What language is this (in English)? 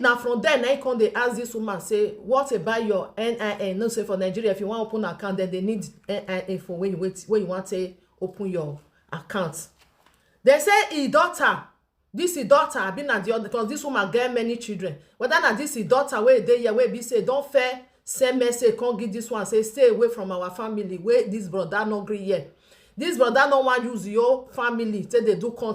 Nigerian Pidgin